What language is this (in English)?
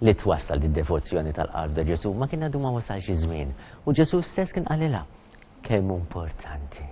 Maltese